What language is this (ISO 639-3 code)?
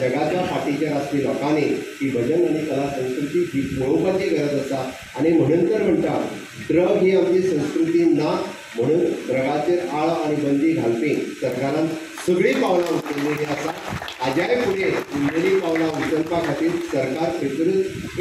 kok